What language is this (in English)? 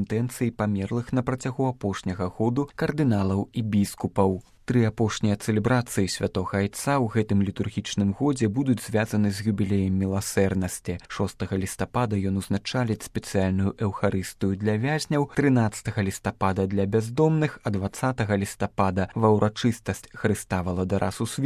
Belarusian